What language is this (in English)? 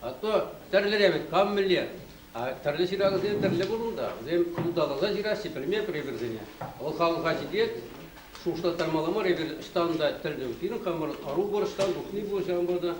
Chuvash